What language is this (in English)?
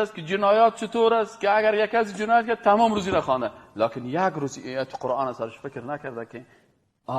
Persian